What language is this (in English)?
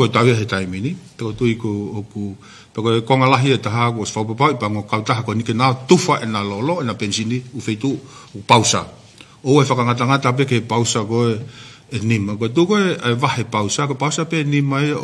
Tongan